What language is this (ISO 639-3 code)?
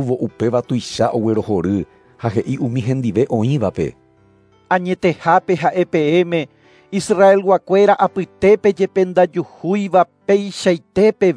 grn